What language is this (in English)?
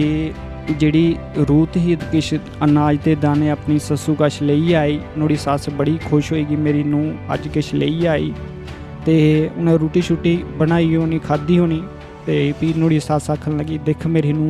Dogri